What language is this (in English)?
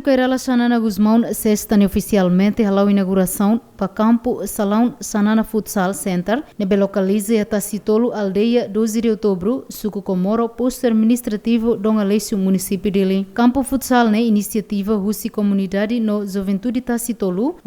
Tetum